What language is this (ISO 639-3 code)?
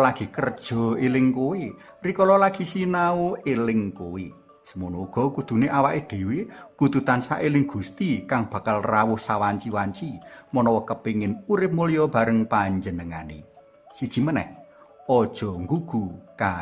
jav